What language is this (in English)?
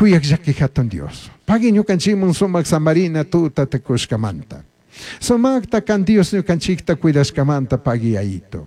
Chimborazo Highland Quichua